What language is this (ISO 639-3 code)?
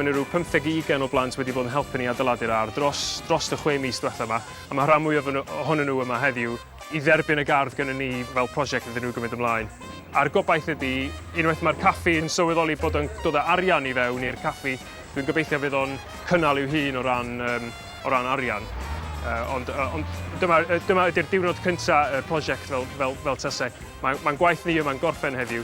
cym